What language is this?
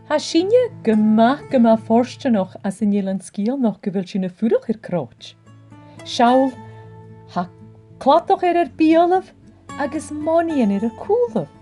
Scottish Gaelic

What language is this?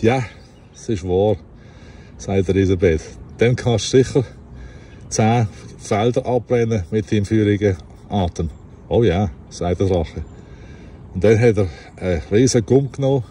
Swiss German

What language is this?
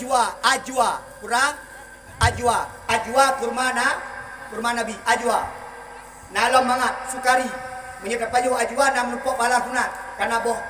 Achinese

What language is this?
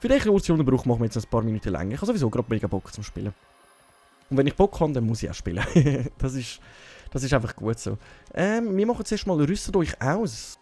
Swiss German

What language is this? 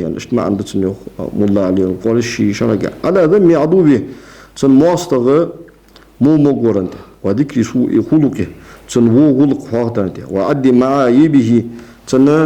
Ingush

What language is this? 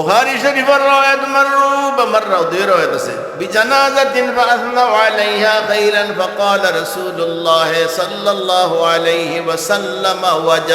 Sylheti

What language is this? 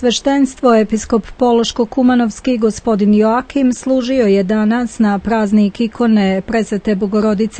Serbian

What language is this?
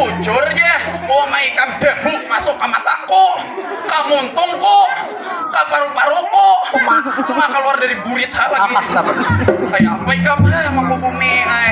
Banjar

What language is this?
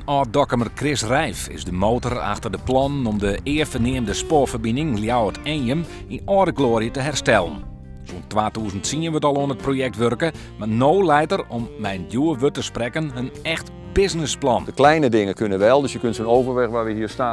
Western Frisian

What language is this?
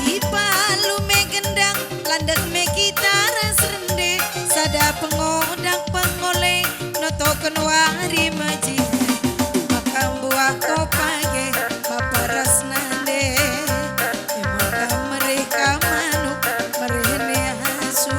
Batak Karo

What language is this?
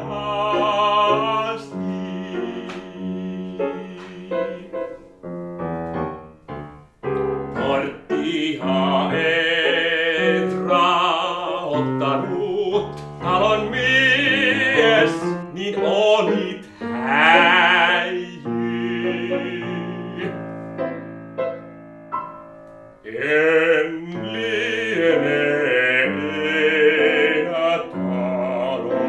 Finnish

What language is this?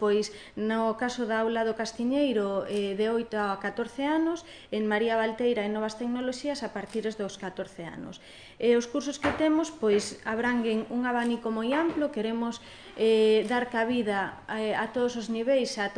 Galician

